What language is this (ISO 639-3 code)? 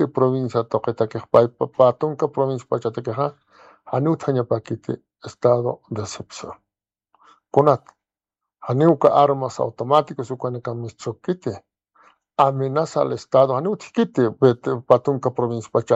aym